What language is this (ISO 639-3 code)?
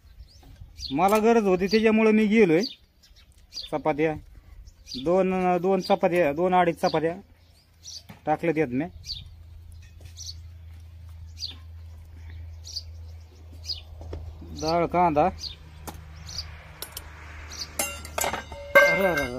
mar